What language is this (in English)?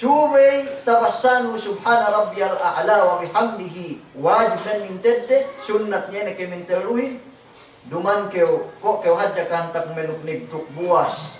Yakan